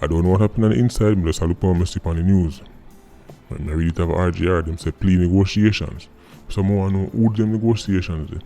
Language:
Jamaican Creole English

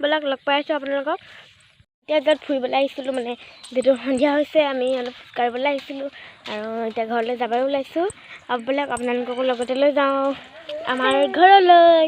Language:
Assamese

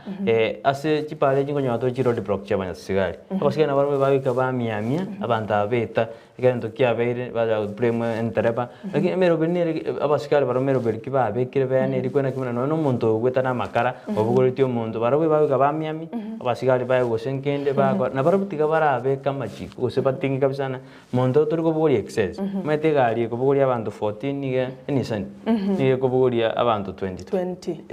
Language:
Gusii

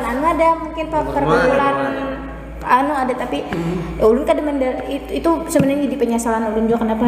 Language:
Banjar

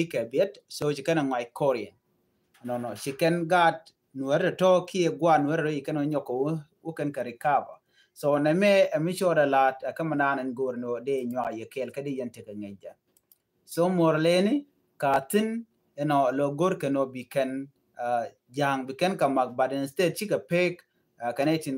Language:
Nuer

